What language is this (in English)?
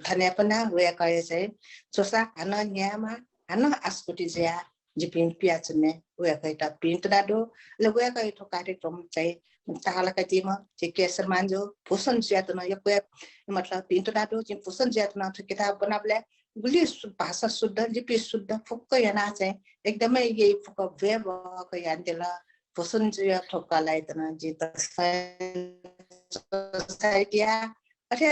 Newari